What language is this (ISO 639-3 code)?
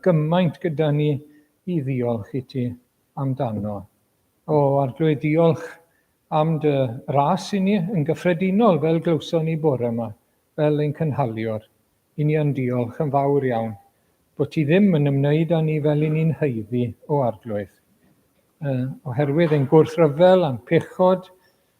cym